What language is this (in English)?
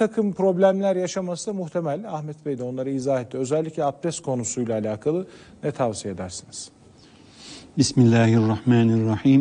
Turkish